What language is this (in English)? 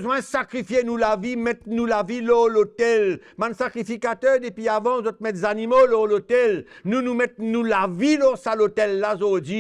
Morisyen